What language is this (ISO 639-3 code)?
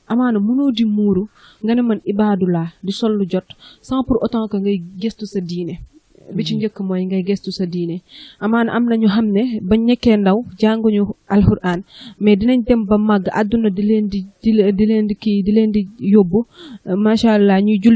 wol